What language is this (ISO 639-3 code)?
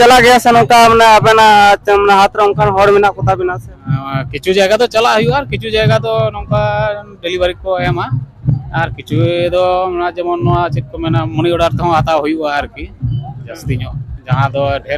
sat